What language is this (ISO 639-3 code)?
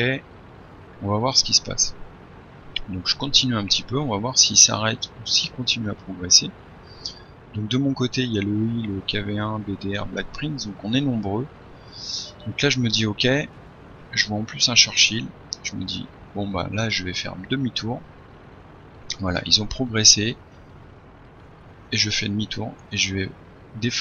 fra